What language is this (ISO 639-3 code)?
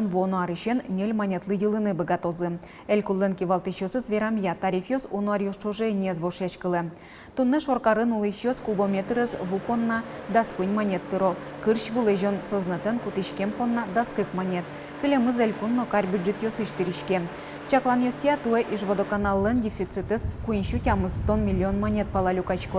udm